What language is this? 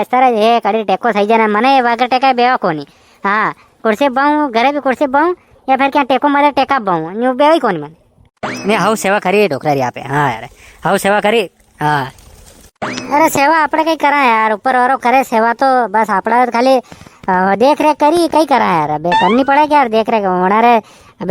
Rajasthani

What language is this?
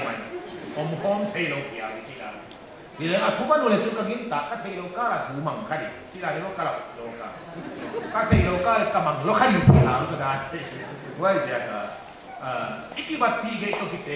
Paite Chin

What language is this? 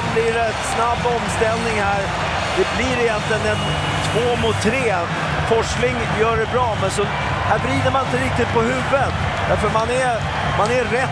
Swedish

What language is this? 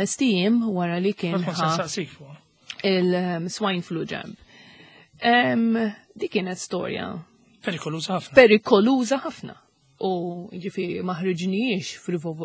Maltese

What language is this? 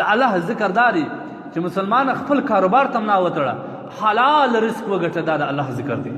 Pashto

